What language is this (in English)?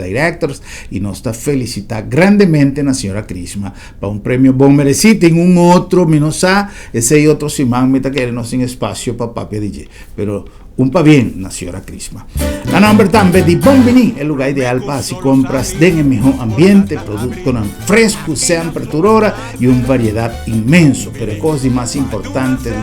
Papiamento